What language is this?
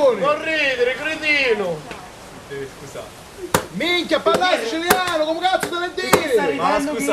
Sicilian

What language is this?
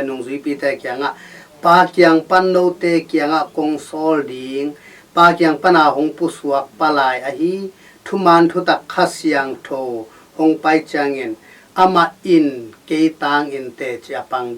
Tedim Chin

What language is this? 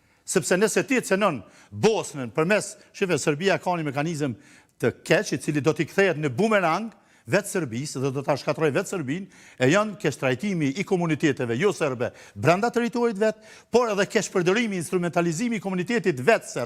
Albanian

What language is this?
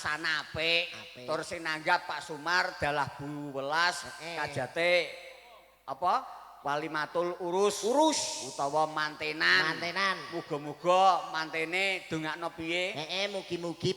Javanese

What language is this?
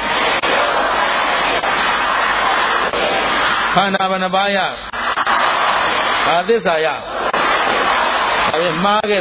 Burmese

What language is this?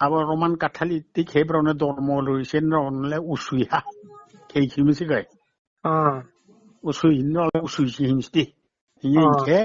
Riang (India)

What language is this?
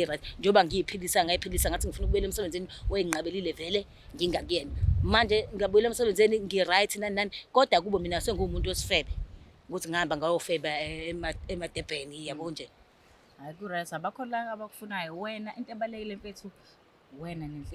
Zulu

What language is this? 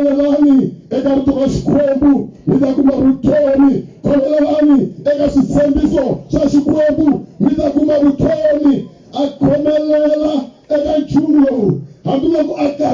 Tsonga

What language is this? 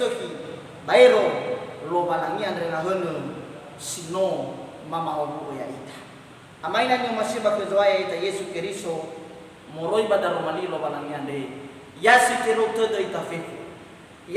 Nias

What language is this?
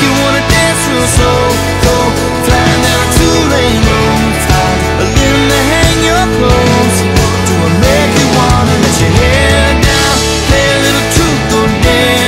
English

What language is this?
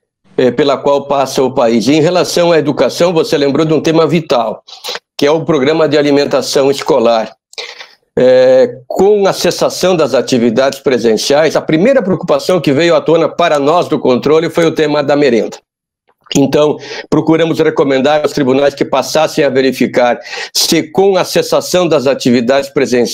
Portuguese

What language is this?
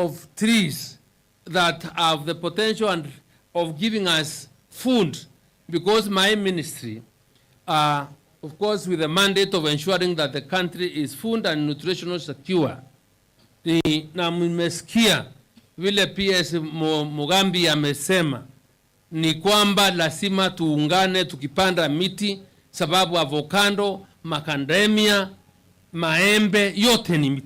Meru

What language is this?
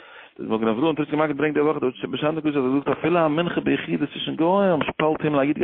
Yiddish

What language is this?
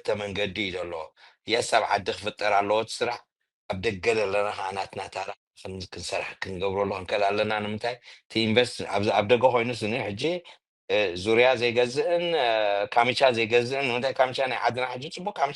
Tigrinya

